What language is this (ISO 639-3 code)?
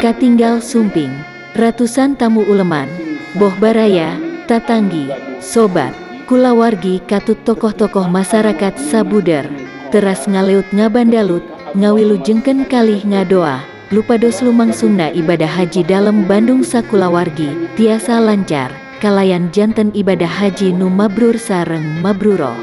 sun